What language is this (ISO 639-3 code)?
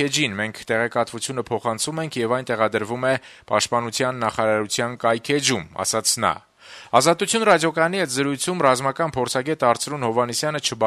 hye